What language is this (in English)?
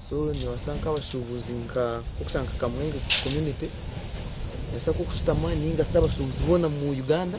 Nyankole